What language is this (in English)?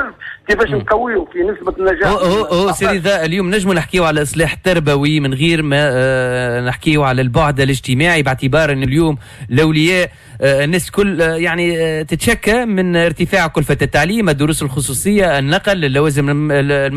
Tunisian Arabic